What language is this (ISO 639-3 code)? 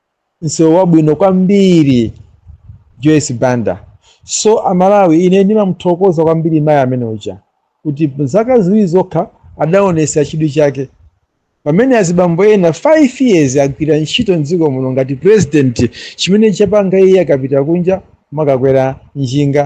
nya